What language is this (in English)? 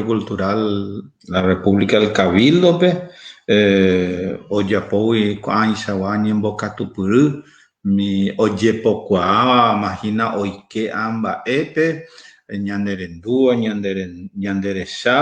Guarani